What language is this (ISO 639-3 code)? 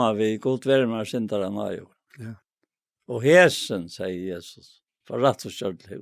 fao